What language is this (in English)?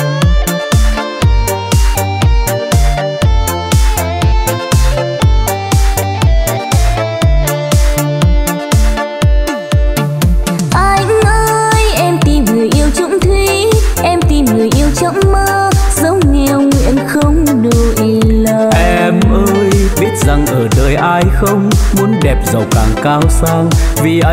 Vietnamese